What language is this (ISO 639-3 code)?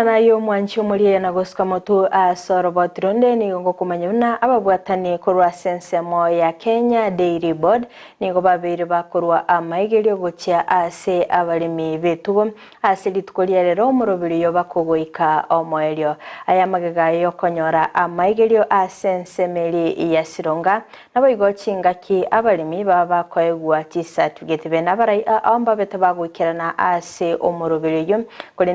guz